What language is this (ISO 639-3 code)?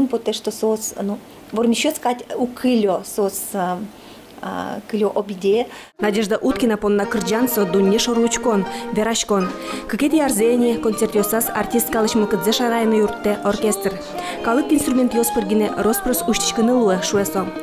udm